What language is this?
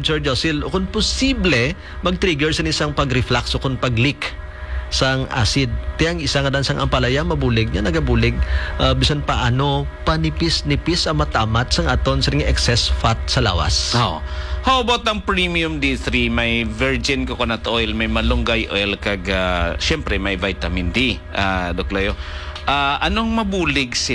Hiligaynon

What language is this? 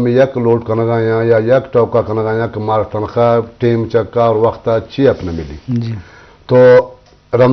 Eastern Balochi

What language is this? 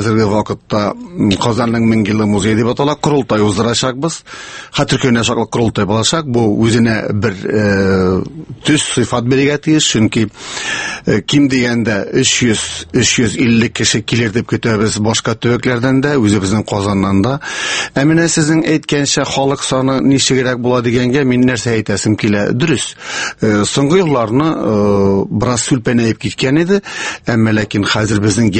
Tatar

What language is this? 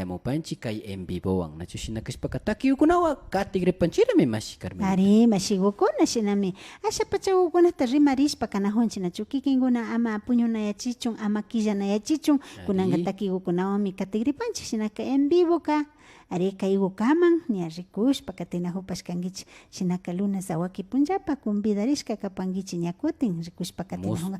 Imbabura Highland Quichua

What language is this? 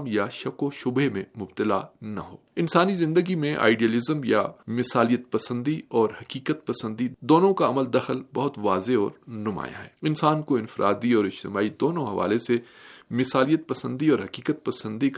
Urdu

